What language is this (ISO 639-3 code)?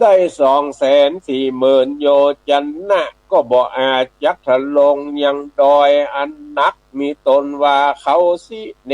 nod